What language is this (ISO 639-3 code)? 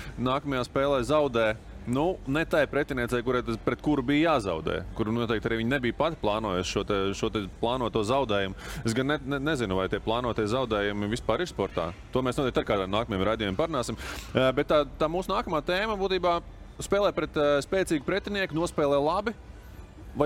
lav